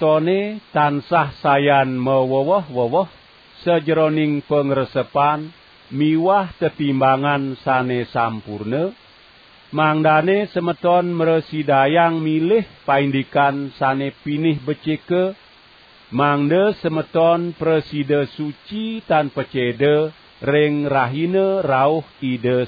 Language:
Balinese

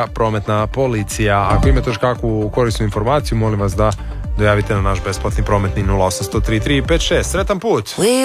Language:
Croatian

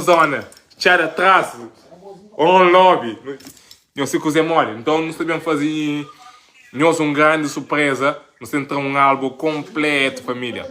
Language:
Kabuverdianu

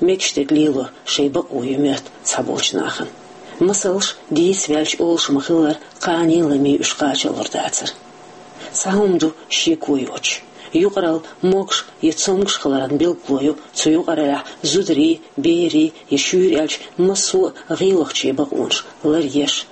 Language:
Chechen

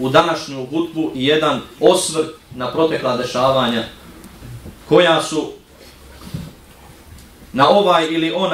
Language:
Bosnian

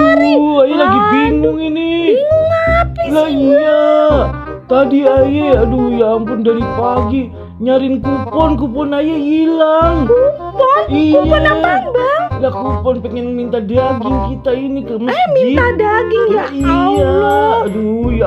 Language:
Betawi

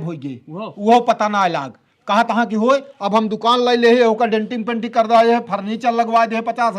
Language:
Awadhi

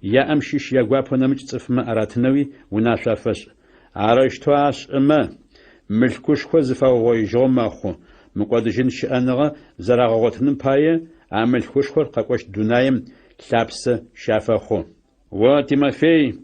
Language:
Adyghe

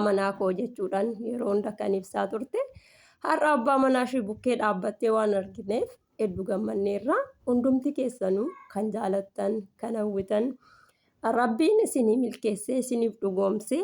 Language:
Oromo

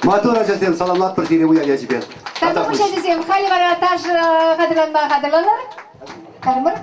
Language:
Chuvash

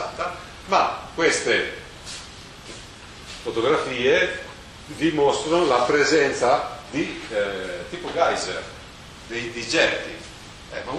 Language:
Italian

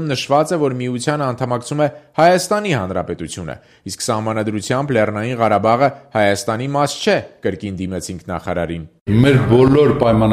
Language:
Armenian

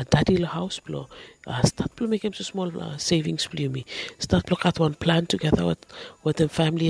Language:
Bislama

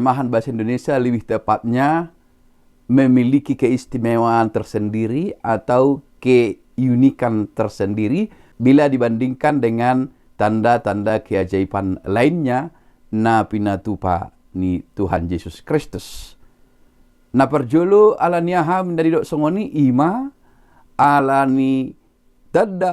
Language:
Batak Toba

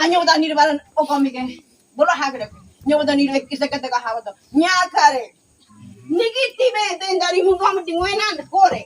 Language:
Ngäbere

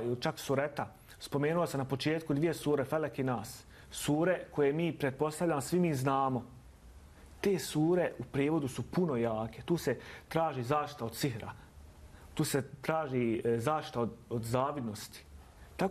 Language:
Bosnian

